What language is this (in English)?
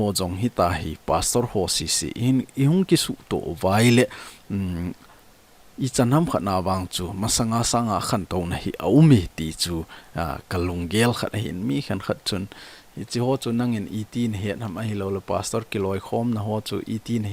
Thado Chin